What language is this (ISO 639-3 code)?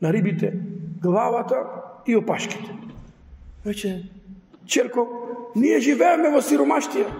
mkd